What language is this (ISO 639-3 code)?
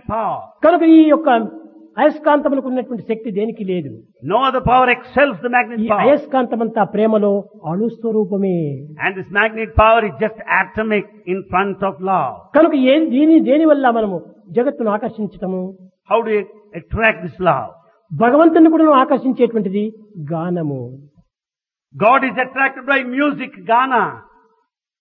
tel